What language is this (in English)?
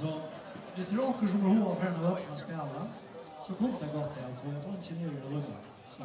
Faroese